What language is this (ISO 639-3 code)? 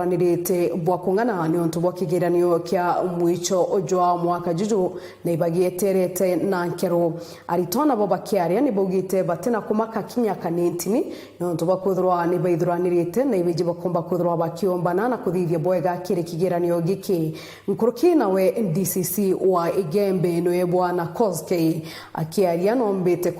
mer